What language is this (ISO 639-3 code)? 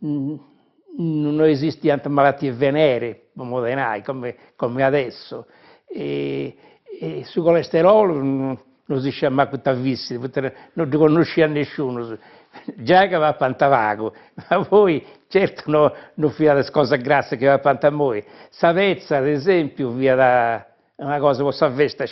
srd